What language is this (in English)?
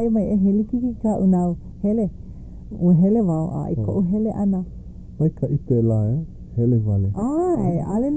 Hawaiian